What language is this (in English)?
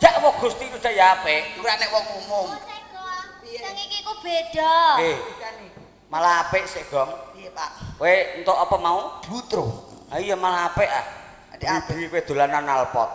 Javanese